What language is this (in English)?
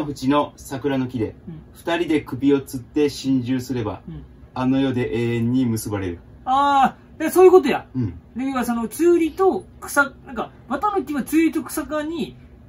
Japanese